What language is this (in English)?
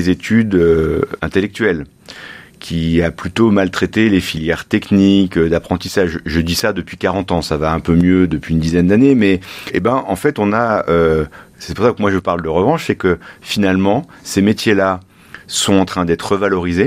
French